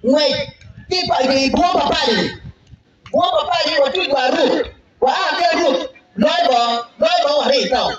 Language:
Acoli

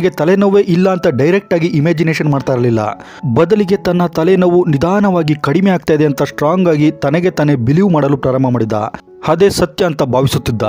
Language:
Kannada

